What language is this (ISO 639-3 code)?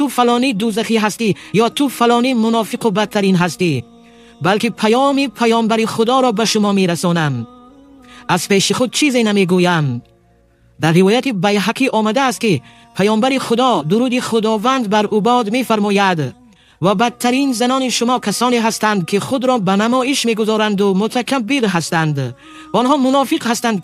tgk